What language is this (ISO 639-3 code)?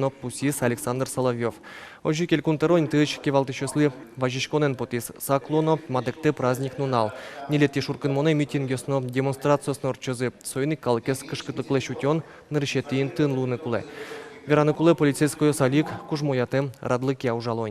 udm